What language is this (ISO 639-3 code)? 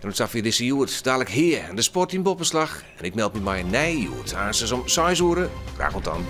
fry